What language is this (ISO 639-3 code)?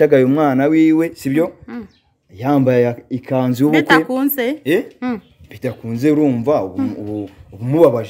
kin